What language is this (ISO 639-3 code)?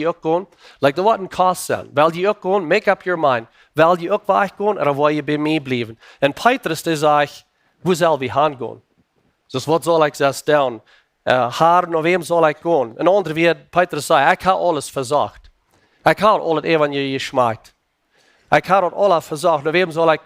pdt